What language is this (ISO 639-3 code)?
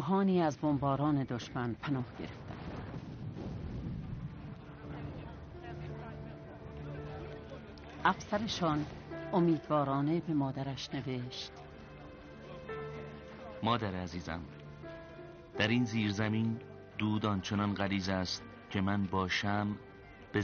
fas